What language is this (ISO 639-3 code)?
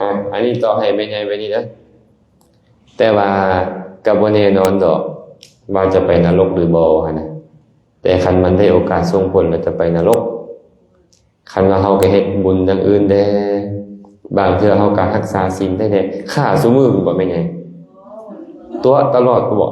lao